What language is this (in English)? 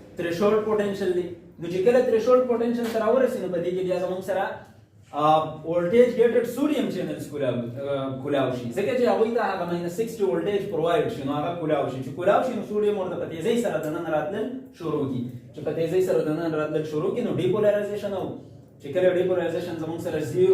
Pashto